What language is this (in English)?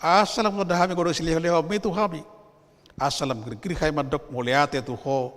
Batak Toba